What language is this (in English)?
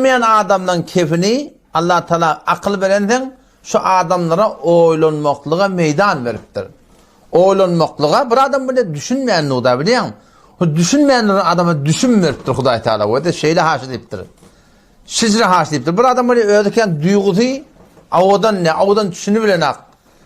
Turkmen